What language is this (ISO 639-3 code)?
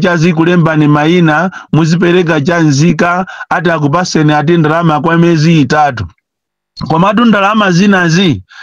nya